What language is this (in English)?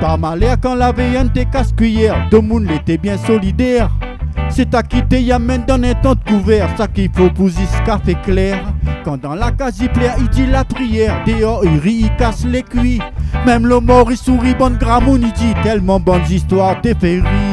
Réunion Creole French